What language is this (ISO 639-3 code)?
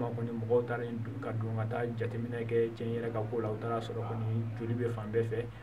bam